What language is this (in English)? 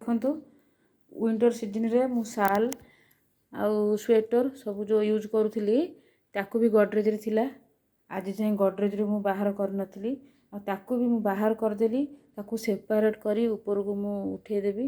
Odia